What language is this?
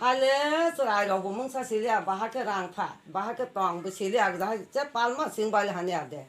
Kok Borok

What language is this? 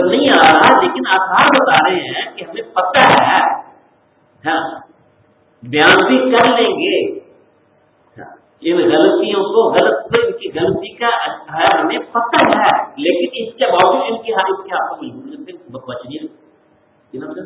Urdu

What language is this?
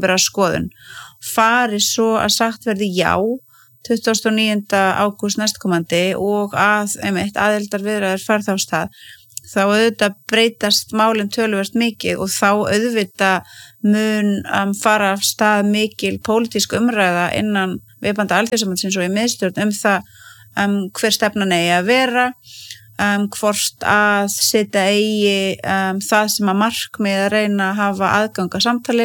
Icelandic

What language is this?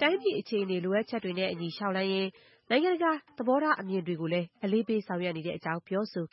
Burmese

